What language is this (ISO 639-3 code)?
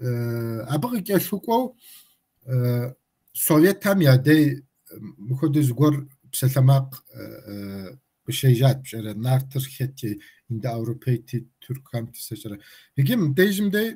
kbd